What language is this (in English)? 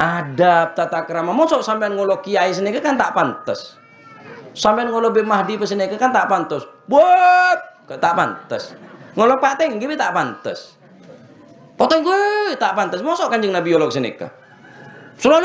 Madurese